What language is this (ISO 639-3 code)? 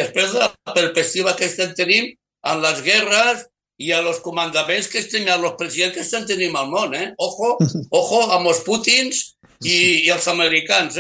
cat